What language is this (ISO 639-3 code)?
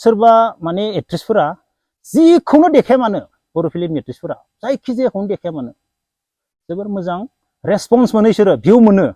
brx